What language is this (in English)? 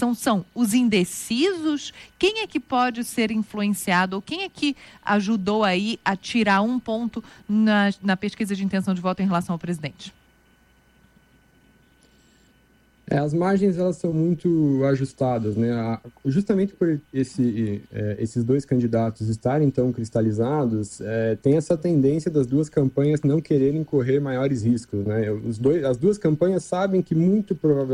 Portuguese